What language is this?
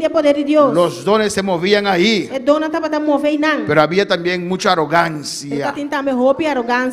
Papiamento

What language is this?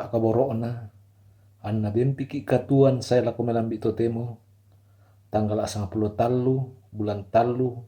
Toraja-Sa'dan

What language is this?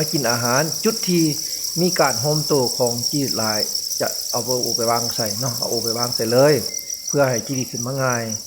Lao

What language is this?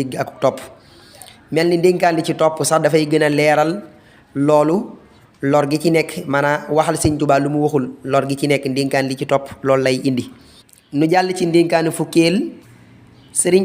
Wolof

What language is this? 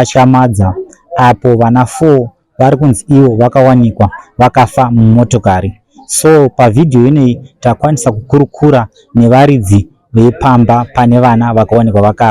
Shona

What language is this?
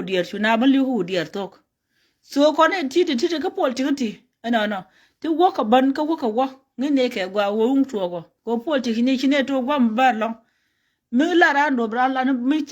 Nuer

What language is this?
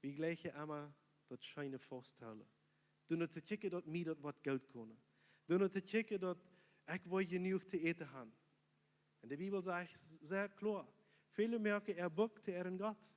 Plautdietsch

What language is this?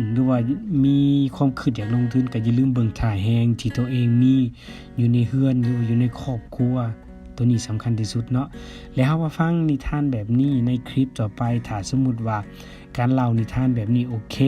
Lao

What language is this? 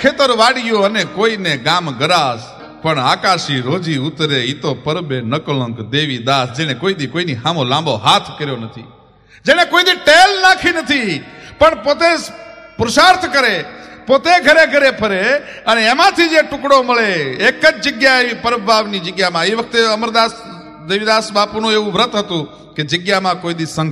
Gujarati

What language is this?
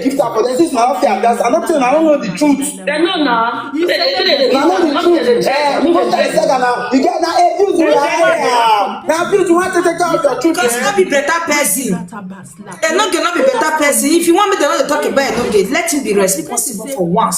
Nigerian Pidgin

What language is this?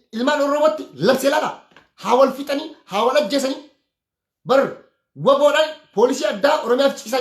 Oromo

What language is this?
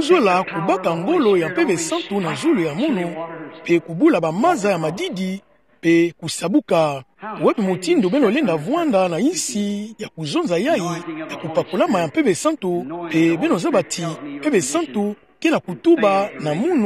Kituba (Democratic Republic of Congo)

